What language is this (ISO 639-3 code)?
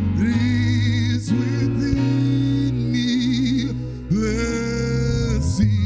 sot